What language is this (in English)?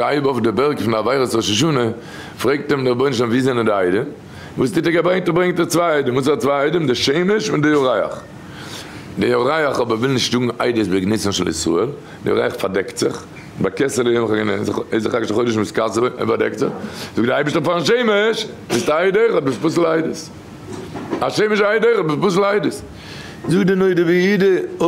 Yiddish